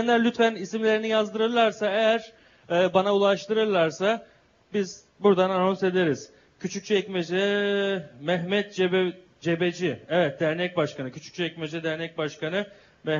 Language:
Turkish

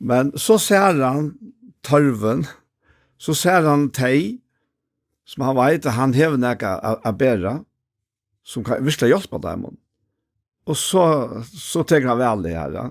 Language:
Faroese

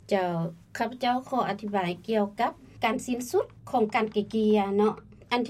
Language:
Lao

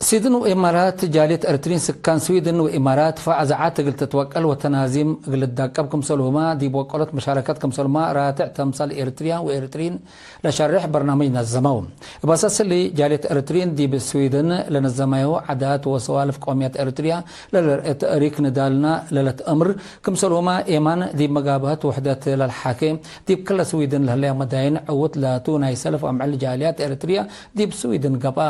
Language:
Tigre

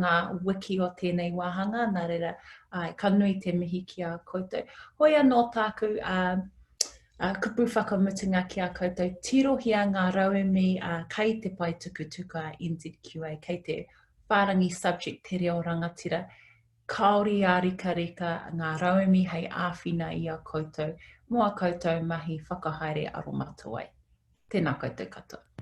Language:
Māori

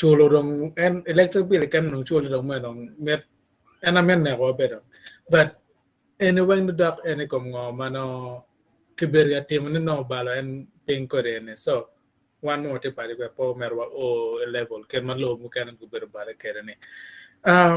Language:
Acoli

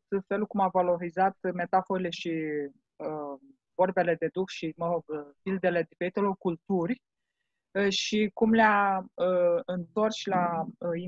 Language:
Romanian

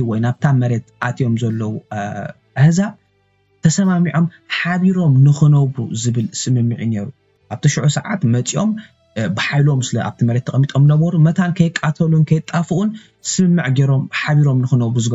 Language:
Tigrinya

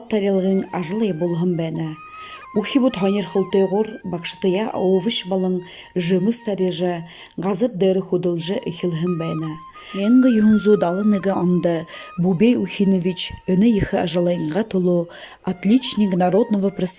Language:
Buriat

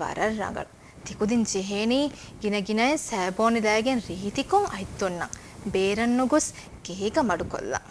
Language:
Divehi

